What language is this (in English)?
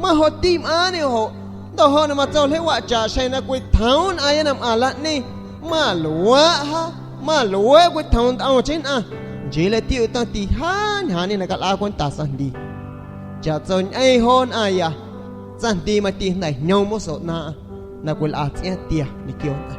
San Pedro Amuzgos Amuzgo